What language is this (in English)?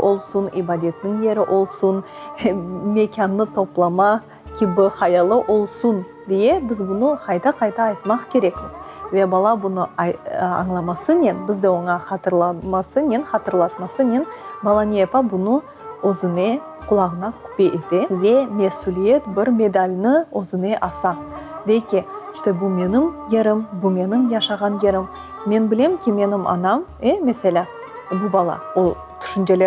Crimean Tatar